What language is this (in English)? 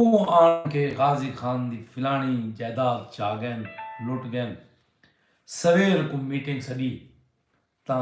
Saraiki